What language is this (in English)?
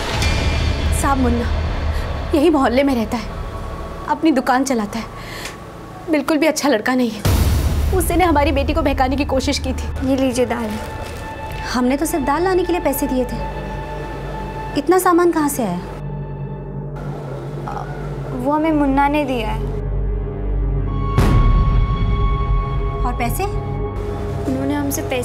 Hindi